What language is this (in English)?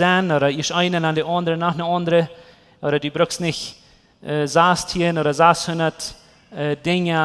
Plautdietsch